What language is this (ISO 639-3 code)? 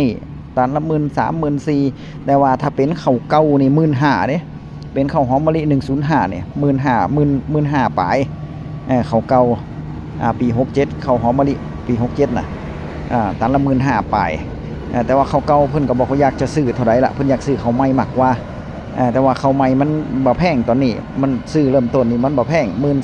tts